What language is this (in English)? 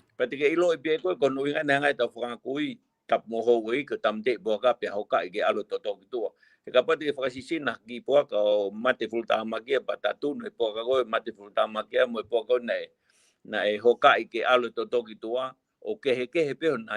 Tongan